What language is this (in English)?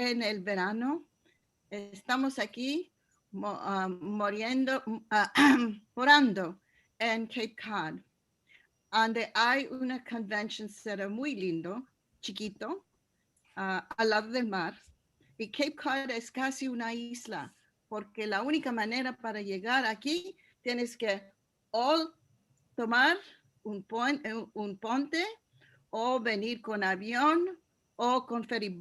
Ladino